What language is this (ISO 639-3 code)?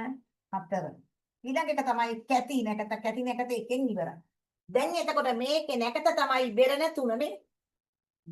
sin